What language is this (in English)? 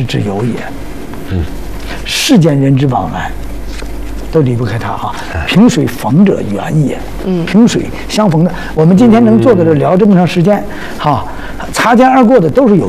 Chinese